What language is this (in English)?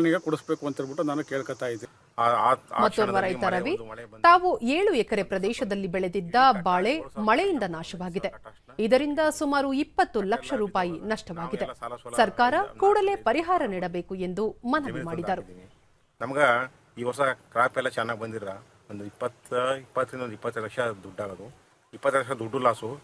Kannada